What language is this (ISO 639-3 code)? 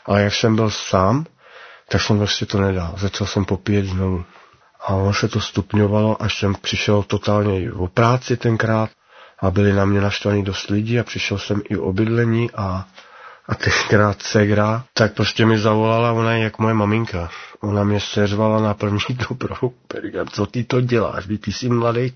ces